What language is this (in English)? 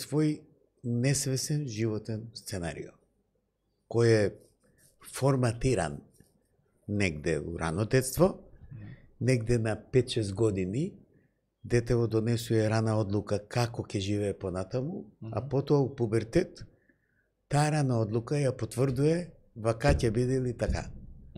Macedonian